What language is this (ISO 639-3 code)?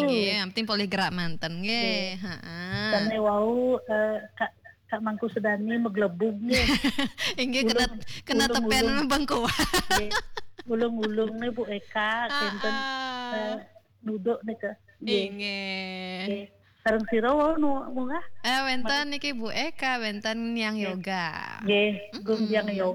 ban